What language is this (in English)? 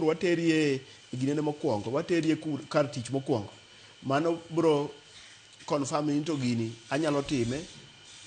Luo (Kenya and Tanzania)